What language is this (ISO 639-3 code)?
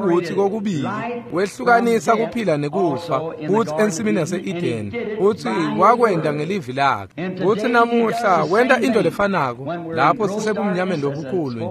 ssw